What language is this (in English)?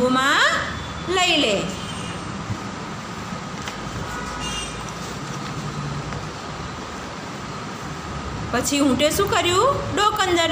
Gujarati